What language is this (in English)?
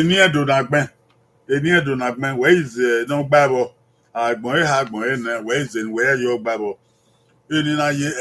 Bini